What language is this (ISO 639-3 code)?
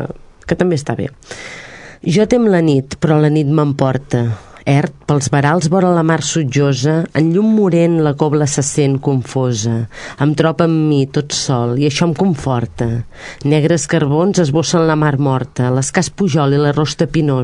cat